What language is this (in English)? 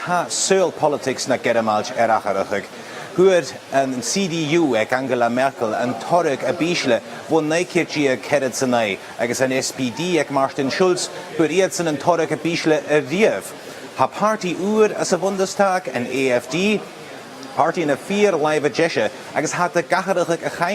Scottish Gaelic